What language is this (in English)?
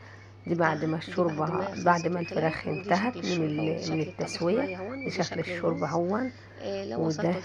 Egyptian Arabic